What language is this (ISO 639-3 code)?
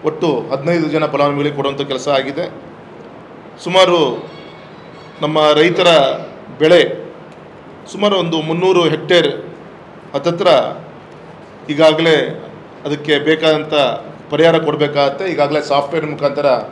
kan